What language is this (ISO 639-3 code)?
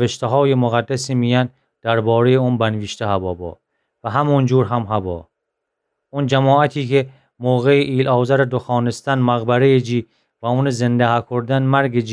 glk